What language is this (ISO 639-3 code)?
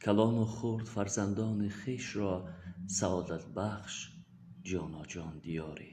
tgk